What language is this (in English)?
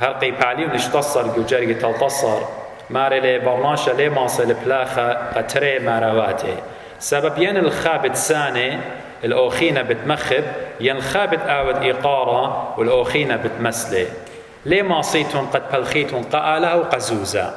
Assyrian Neo-Aramaic